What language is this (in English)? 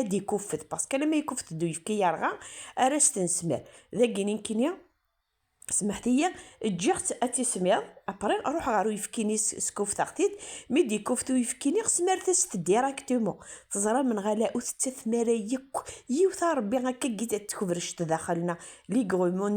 Kabyle